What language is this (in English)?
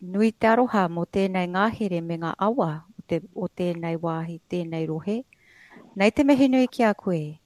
Māori